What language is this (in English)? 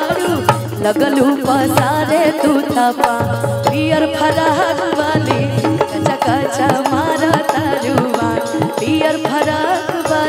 Bhojpuri